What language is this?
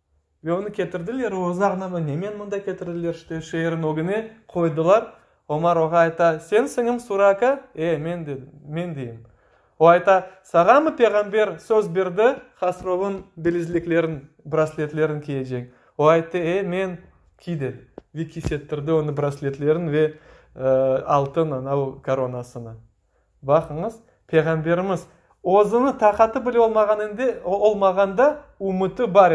Crimean Tatar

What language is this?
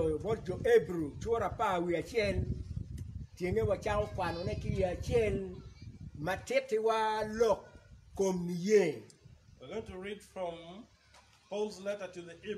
Acoli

